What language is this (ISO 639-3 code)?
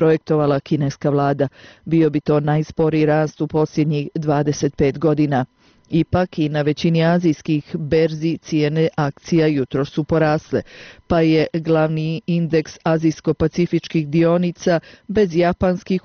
bos